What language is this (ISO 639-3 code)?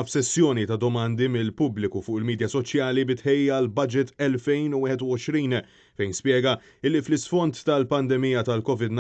mlt